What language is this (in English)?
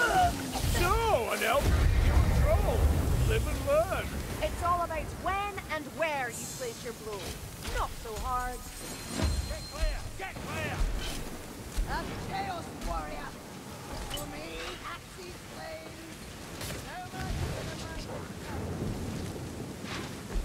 English